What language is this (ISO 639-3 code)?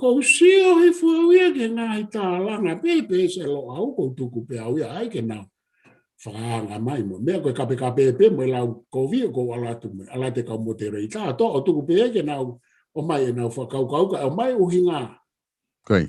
ton